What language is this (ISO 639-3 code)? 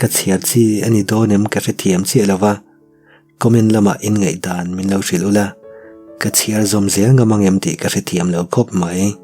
lus